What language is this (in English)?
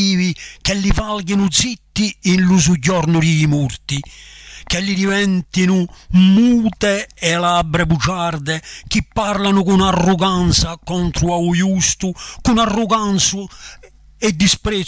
Corsican